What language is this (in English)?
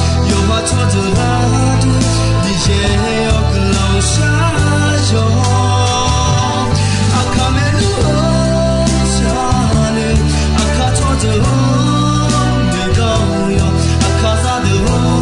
Akha